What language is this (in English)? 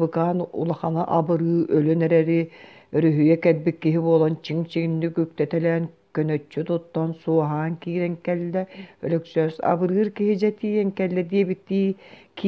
Yakut